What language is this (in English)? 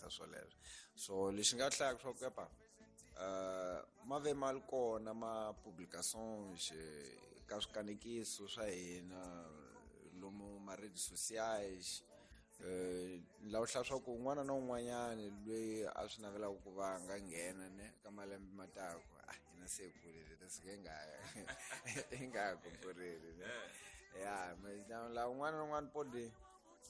Tsonga